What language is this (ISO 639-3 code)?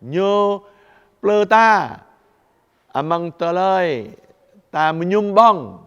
jra